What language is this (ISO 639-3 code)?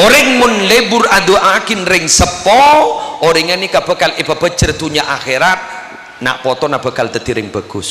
mad